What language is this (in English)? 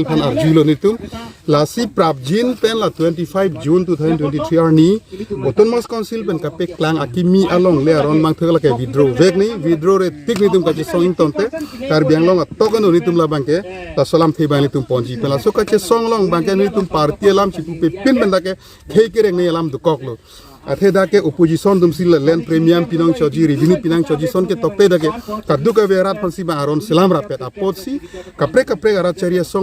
Karbi